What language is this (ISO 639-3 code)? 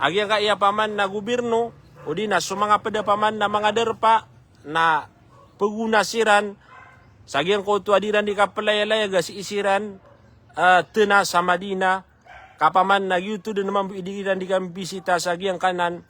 mrw